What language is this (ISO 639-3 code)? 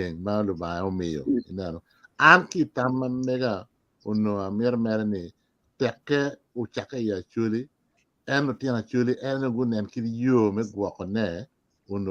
ach